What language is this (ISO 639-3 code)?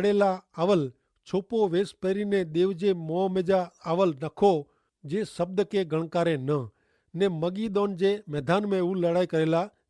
kfr